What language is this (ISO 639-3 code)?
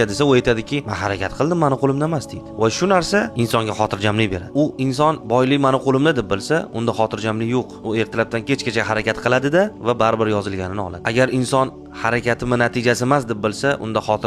uzb